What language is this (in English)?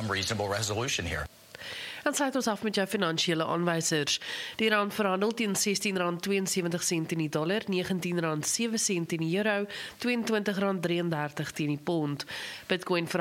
Afrikaans